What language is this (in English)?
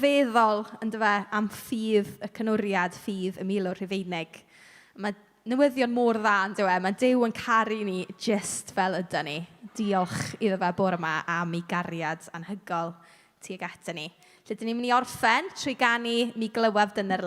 Welsh